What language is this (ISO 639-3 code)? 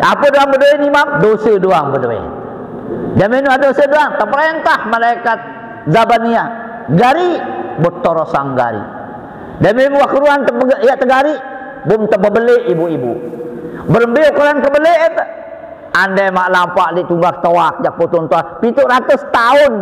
sas